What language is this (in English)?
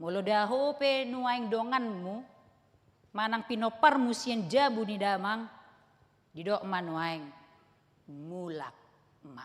Batak Toba